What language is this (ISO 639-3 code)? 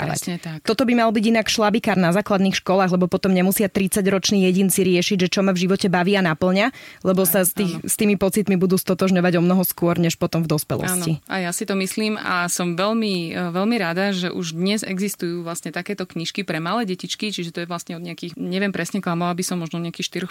slk